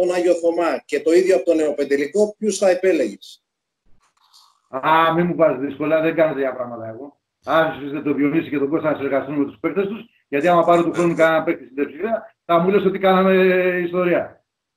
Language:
Greek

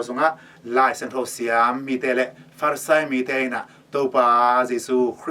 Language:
Tedim Chin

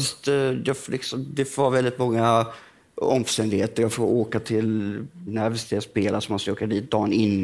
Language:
Swedish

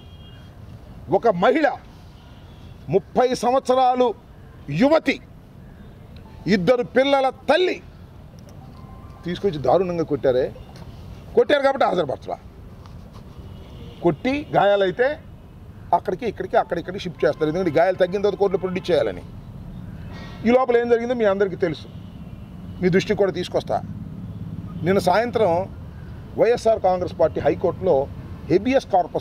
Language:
Telugu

